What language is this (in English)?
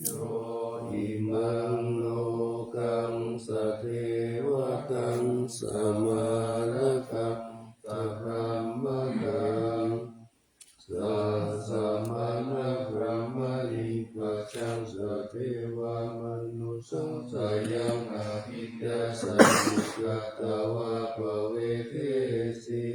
Pali